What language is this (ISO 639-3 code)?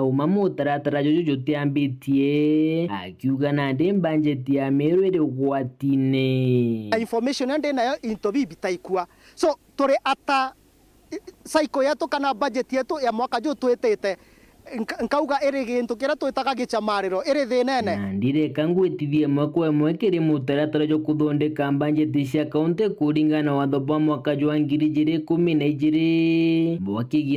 mer